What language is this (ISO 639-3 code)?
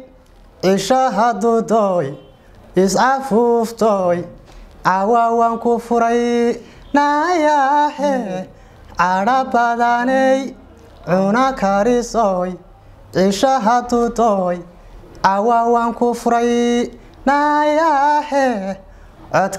som